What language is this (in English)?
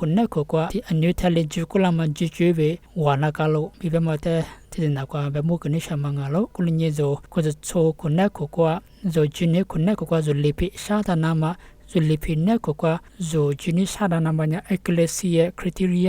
Lisu